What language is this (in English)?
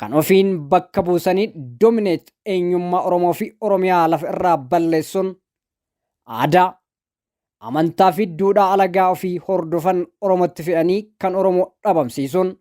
Oromo